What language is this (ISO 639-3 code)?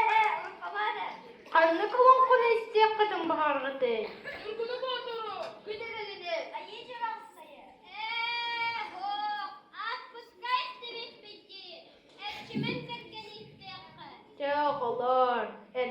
sah